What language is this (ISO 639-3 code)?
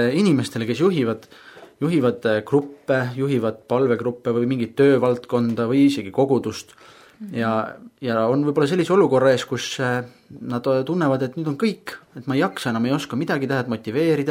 est